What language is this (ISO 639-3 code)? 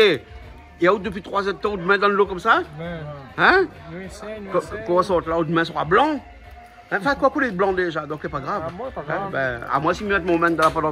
rcf